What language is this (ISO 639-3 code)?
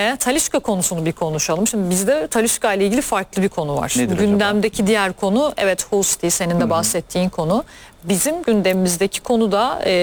tur